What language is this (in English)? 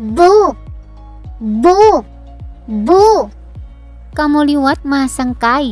Waray